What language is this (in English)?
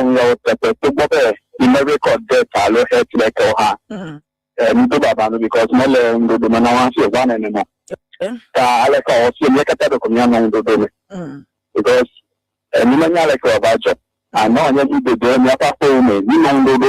Ewe